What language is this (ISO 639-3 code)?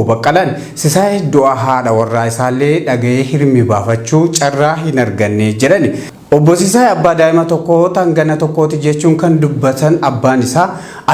orm